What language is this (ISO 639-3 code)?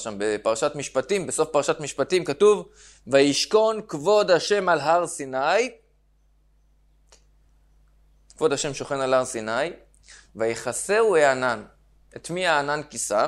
heb